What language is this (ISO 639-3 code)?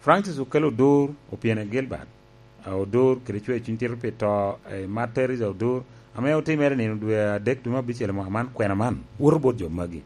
laj